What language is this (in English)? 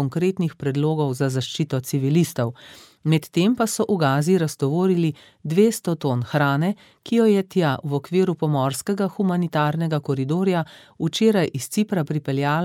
Slovenian